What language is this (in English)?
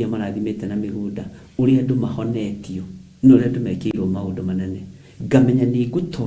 Kikuyu